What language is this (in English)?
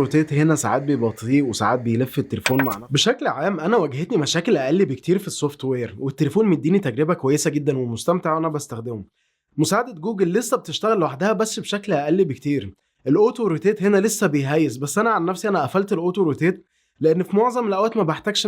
Egyptian Arabic